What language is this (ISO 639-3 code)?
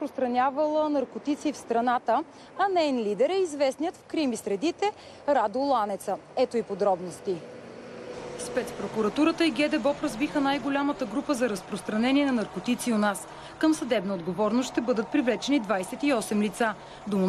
bul